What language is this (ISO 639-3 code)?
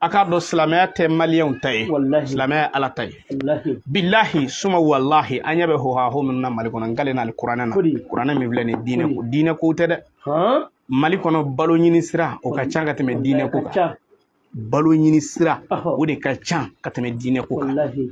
bam